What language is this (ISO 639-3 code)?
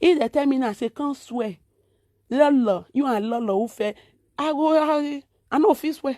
pcm